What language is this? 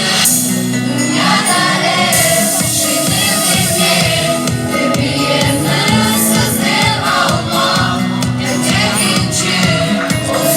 Crimean Tatar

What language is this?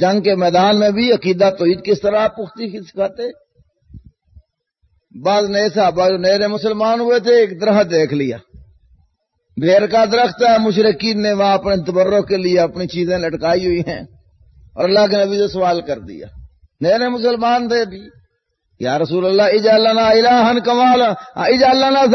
Urdu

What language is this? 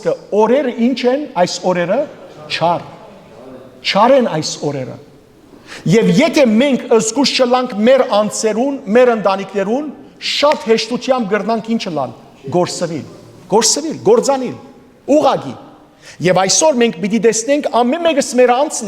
Western Armenian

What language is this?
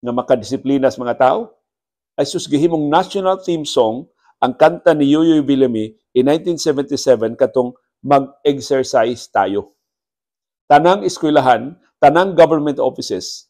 Cebuano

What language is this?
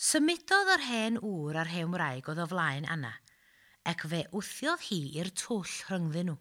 Welsh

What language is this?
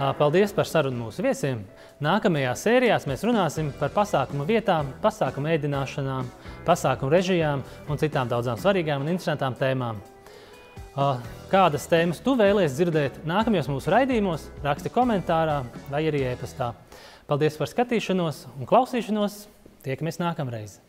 Latvian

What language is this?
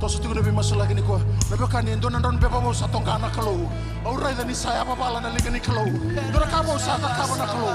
Fijian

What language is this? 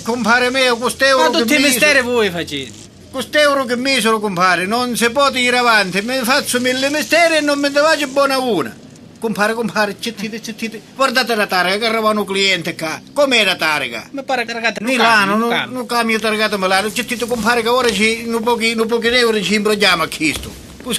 Sicilian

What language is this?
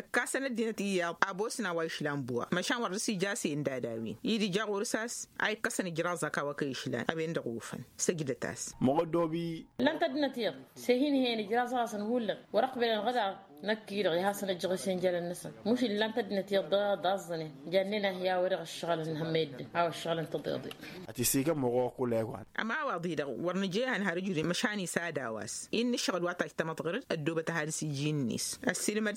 Tamasheq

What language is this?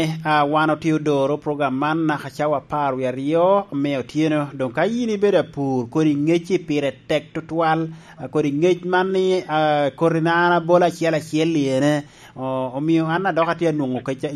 Lango (Uganda)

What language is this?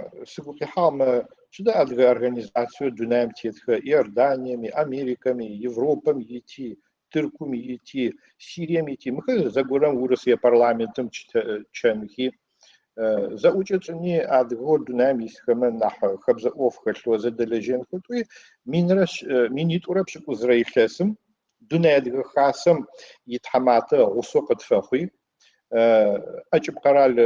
Adyghe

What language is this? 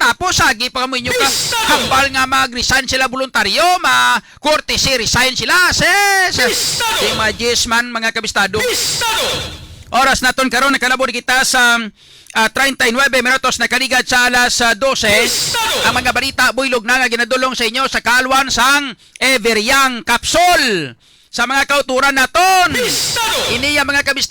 Hiligaynon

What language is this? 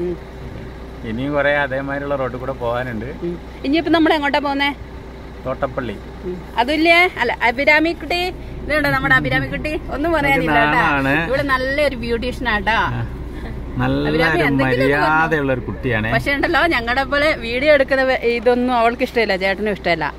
Malayalam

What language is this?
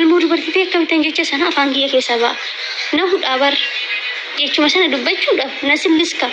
Oromo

